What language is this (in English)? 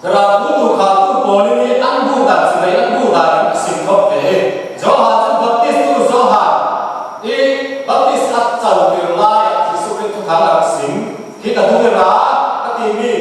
Falam Chin